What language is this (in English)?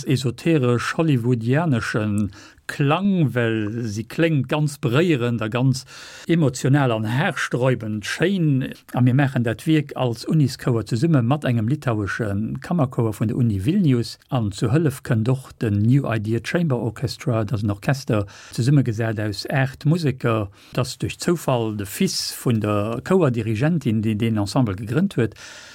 Luxembourgish